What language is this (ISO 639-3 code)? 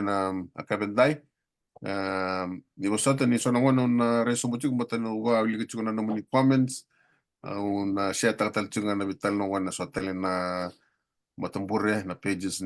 fij